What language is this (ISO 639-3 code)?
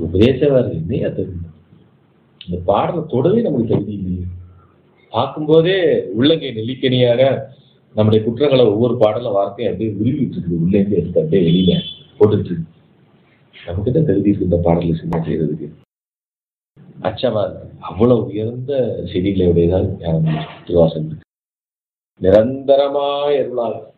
tam